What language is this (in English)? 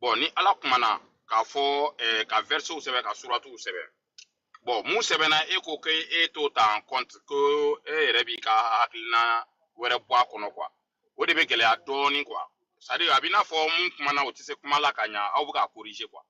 Bambara